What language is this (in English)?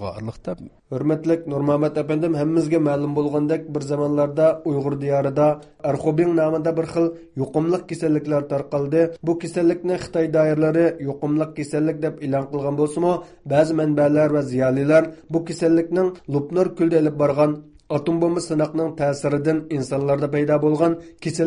Uyghur